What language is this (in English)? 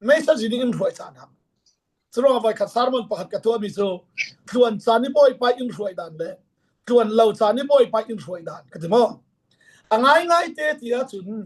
Falam Chin